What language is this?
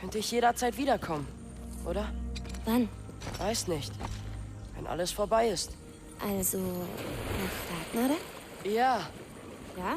Bavarian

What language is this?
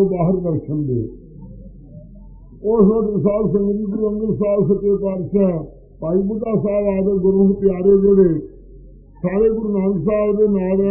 Punjabi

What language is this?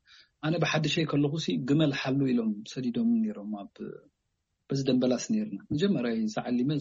Tigrinya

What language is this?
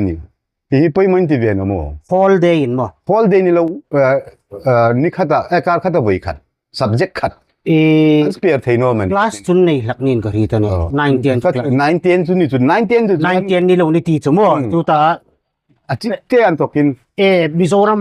Hmar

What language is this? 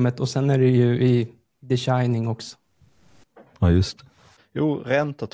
Swedish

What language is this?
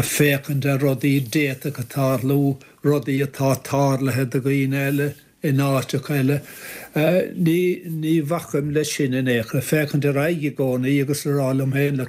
Irish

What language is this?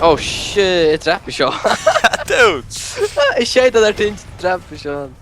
Faroese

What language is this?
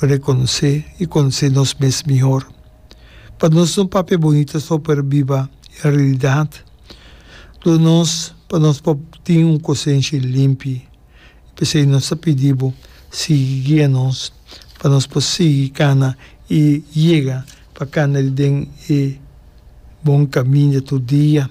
Papiamento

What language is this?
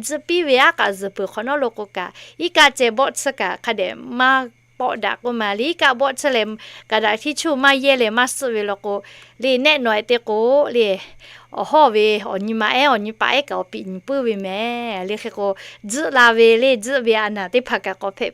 Lahu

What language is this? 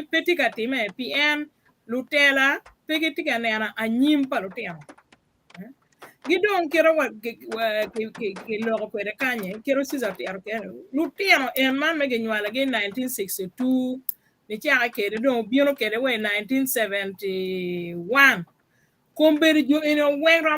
Acoli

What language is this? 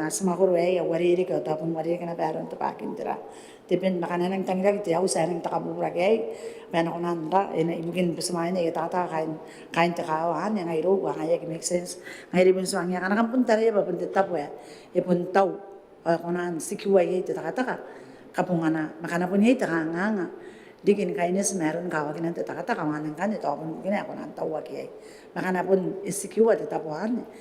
Gilbertese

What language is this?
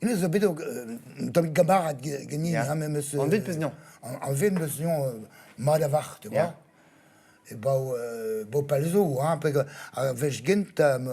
Breton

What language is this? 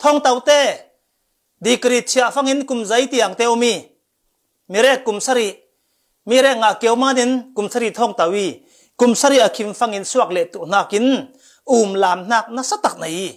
Falam Chin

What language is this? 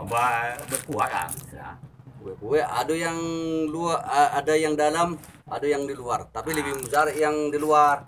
Minangkabau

